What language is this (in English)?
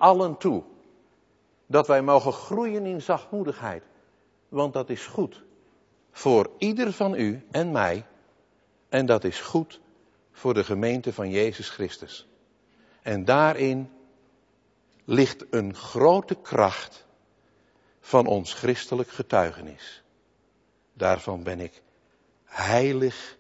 Dutch